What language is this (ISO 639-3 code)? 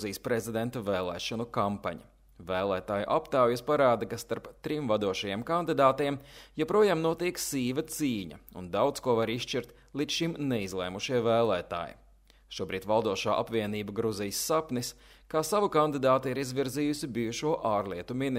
lav